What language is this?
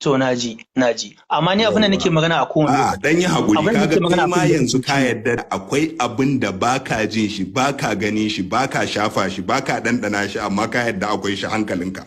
Hausa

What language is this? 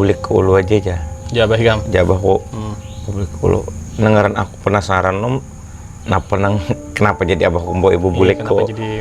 Banjar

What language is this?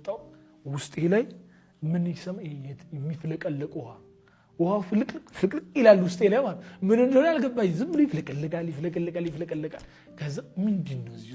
Amharic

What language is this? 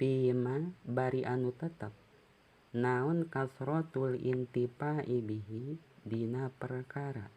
Sundanese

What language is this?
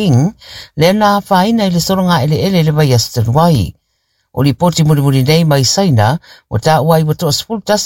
Samoan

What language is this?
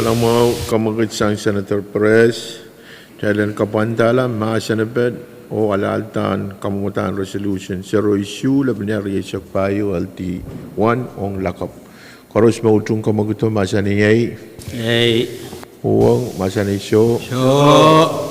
Pohnpeian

